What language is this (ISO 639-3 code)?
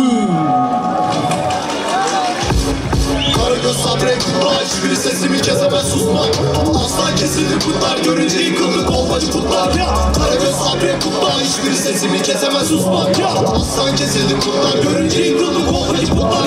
tur